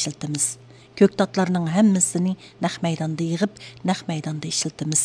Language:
Uyghur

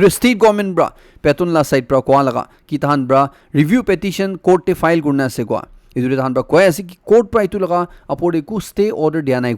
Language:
Naga Pidgin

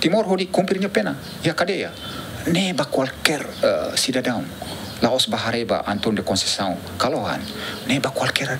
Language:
Tetum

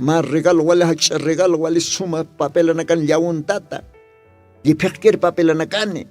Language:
Aymara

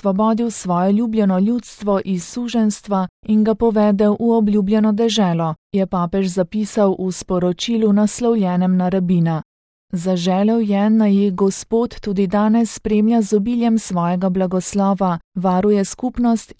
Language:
Slovenian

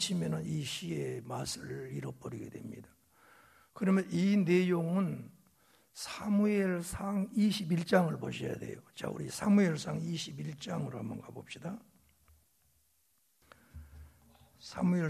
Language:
Korean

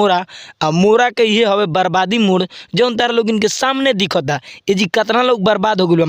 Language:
Bhojpuri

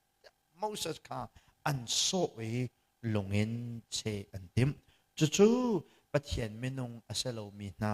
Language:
Hakha Chin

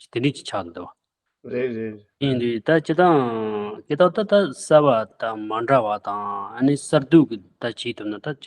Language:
Tibetan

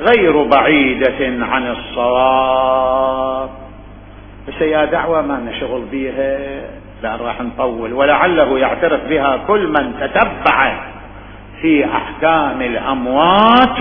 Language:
Mesopotamian Arabic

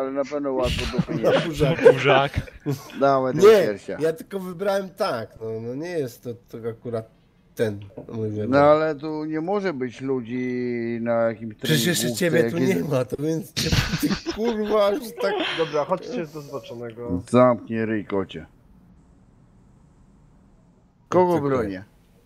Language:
Polish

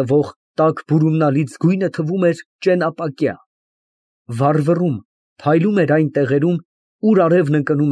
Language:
Armenian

